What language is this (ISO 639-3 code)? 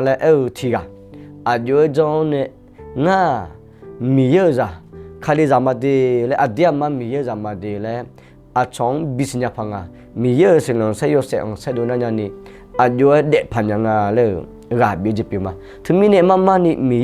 ahk